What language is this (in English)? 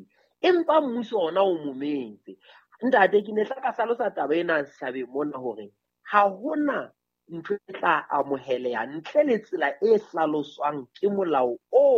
Southern Sotho